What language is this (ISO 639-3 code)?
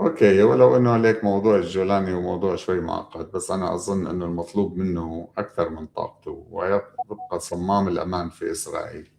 apc